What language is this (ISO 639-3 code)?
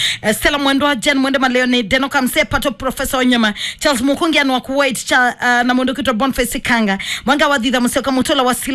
kam